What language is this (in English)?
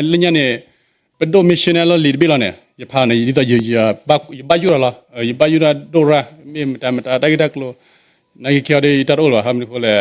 S'gaw Karen